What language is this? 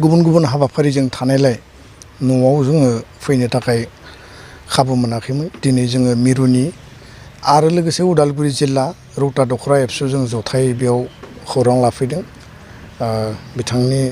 Bodo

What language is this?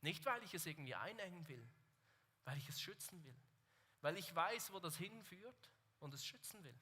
Swiss German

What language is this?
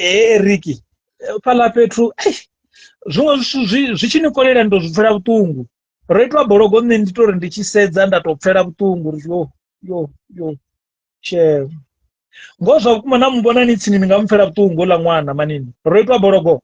Venda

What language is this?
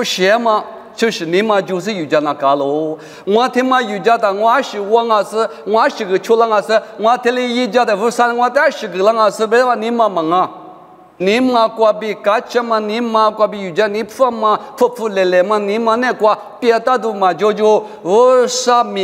Lisu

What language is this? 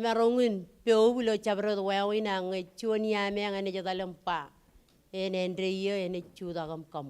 Marshallese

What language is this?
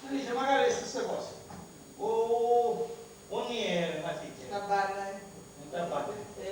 Sicilian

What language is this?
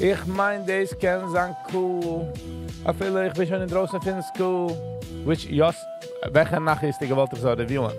Yiddish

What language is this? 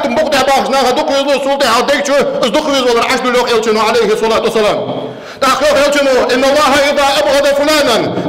Ingush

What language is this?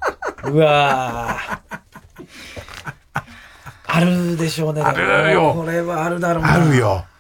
Japanese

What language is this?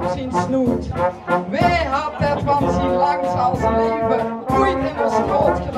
Limburgish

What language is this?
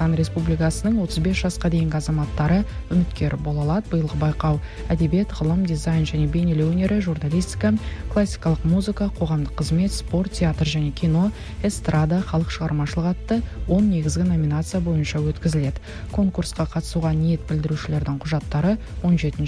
Kazakh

